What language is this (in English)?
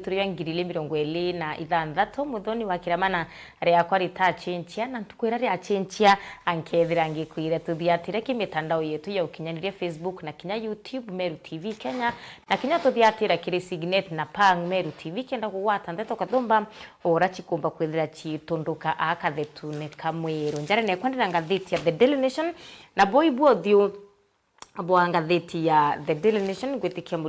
Meru